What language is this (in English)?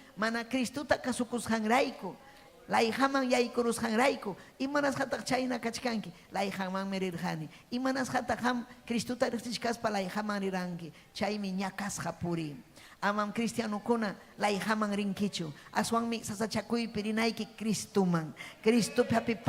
Ayacucho Quechua